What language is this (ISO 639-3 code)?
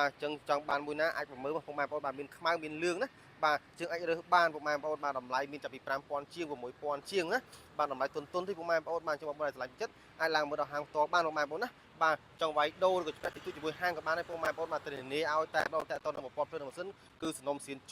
khm